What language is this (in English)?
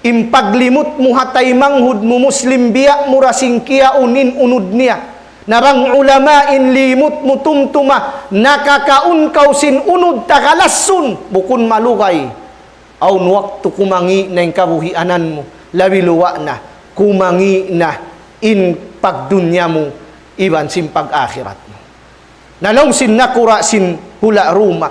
Tausug